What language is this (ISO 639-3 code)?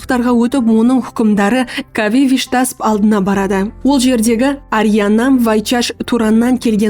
kaa